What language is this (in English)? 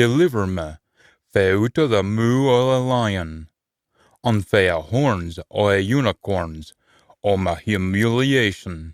Scots